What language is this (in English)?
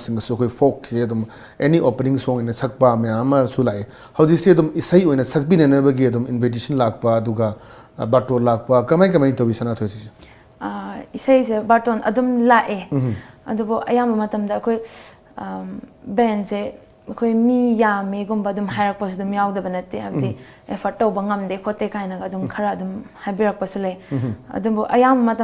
Manipuri